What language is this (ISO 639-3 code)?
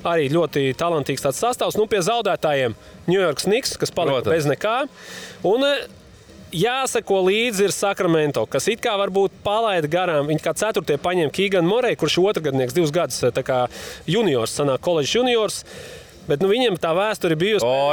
lav